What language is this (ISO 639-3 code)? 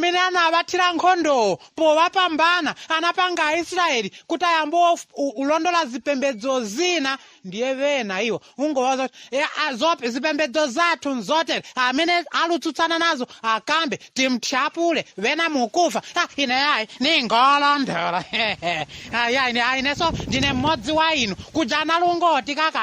nya